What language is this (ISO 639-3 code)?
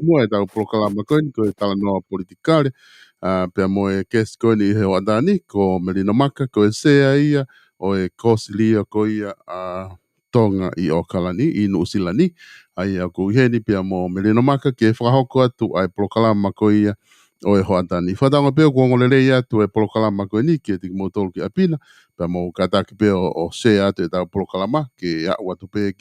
ton